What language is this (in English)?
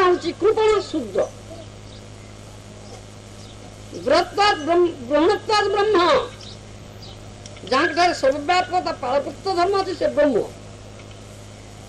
Odia